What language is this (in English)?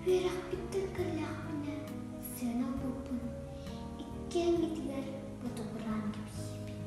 Yakut